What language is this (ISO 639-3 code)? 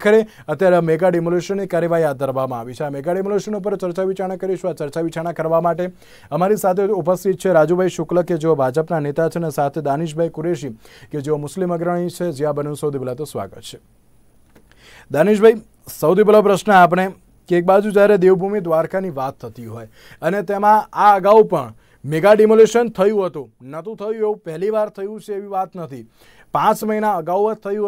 guj